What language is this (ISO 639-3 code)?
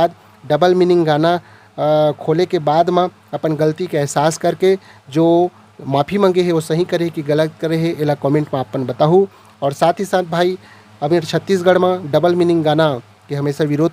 hne